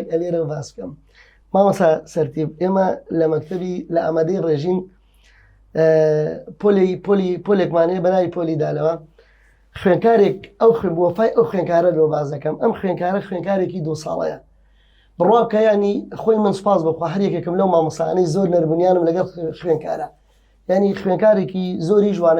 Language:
Central Kurdish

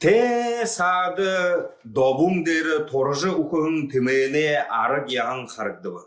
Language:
Buriat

